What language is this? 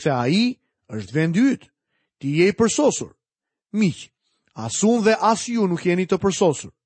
Albanian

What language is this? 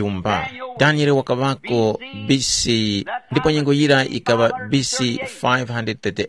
Tumbuka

